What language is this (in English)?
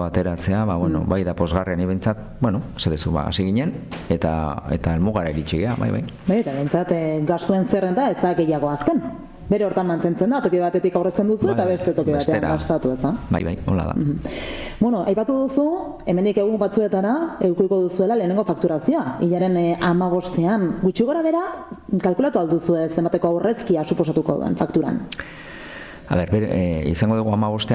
Basque